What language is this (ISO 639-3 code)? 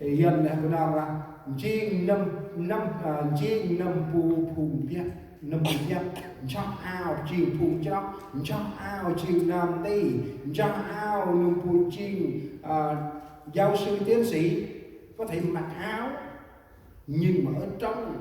cmo